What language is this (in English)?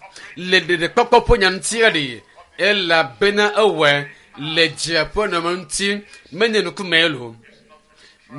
Ewe